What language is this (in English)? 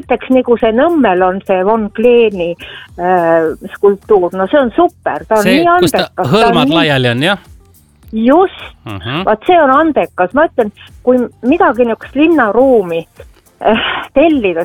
Estonian